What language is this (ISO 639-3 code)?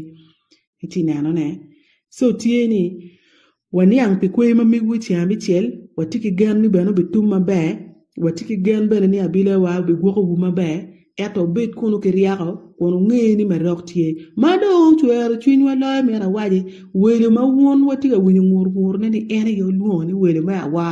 ach